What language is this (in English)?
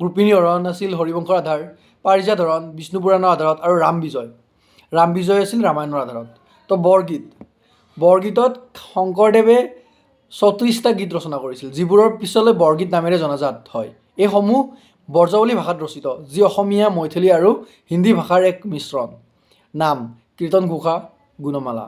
Assamese